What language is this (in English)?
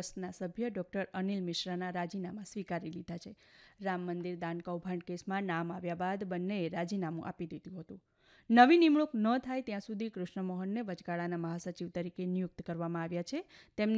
Gujarati